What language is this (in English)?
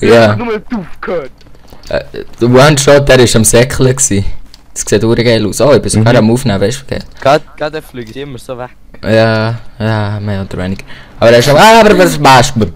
Swiss German